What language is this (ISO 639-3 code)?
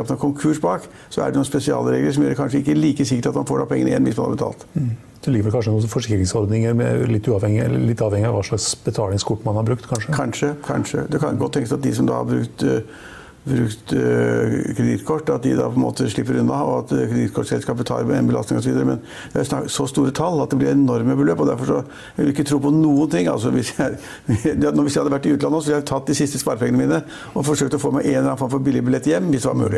nor